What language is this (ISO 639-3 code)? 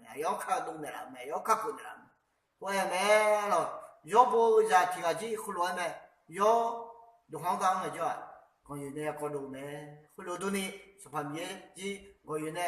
ahk